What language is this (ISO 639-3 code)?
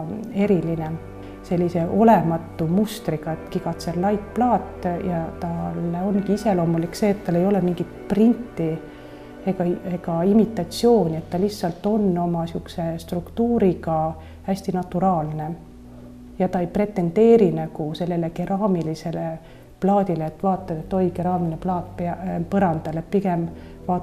est